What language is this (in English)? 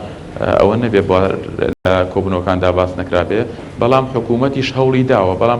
Central Kurdish